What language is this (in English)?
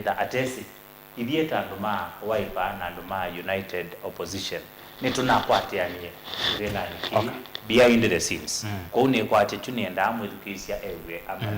Kamba